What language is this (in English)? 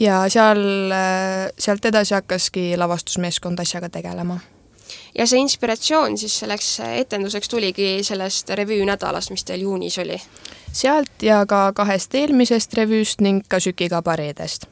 Estonian